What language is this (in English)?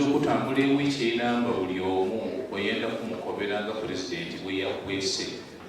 Ganda